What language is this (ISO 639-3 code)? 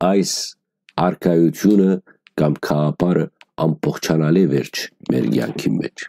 hyw